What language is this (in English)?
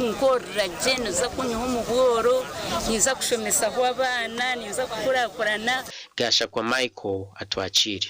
Nyankole